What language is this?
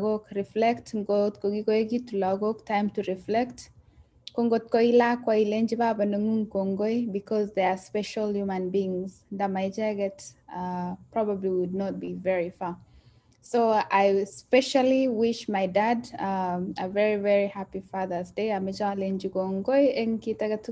Kalenjin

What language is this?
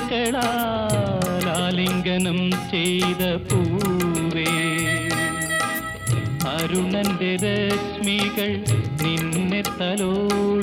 Malayalam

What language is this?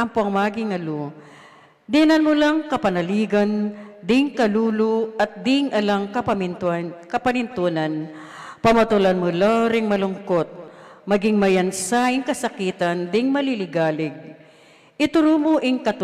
Pampanga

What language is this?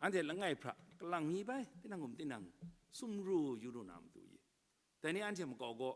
Kachin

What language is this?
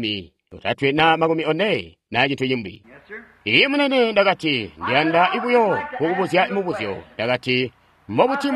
Tonga (Zambia)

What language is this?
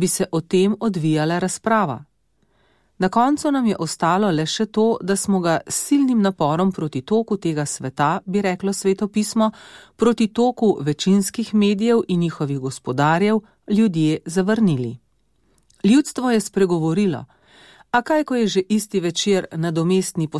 Slovenian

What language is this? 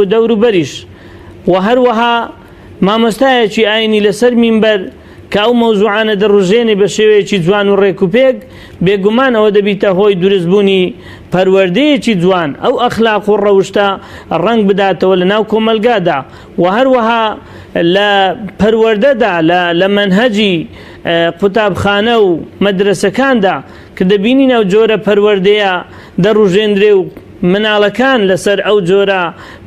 Central Kurdish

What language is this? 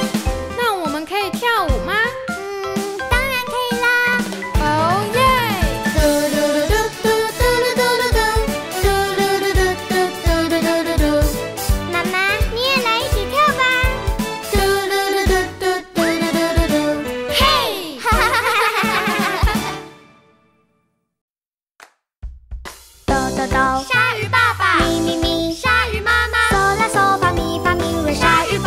Chinese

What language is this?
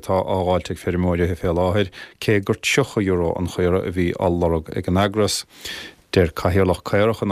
Irish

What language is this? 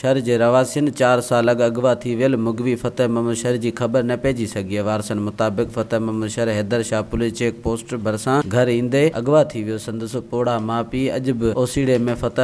Sindhi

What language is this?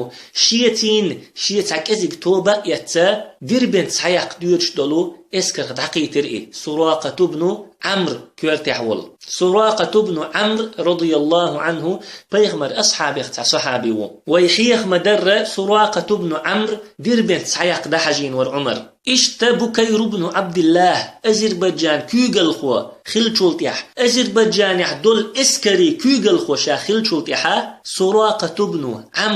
Chechen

